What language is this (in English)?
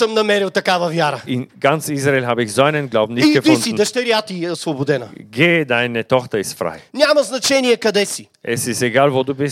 Bulgarian